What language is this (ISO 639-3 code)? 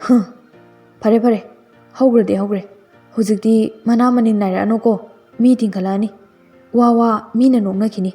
mni